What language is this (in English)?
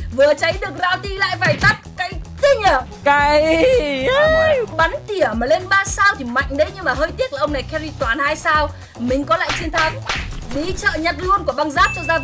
Vietnamese